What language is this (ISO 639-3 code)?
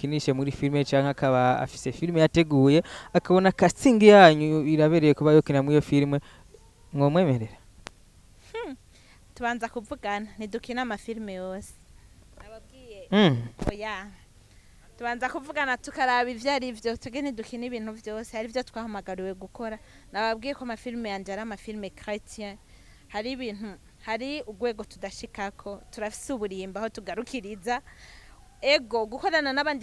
run